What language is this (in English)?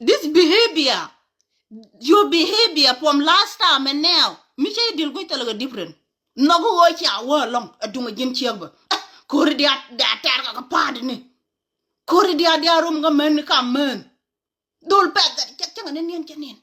Nuer